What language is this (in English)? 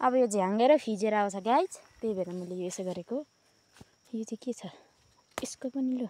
Nepali